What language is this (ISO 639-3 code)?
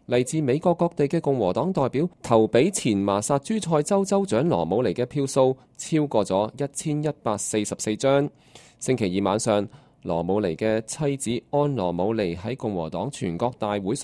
yue